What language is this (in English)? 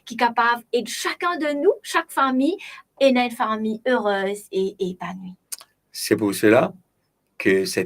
Morisyen